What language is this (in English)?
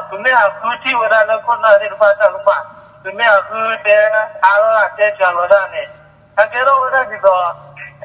S'gaw Karen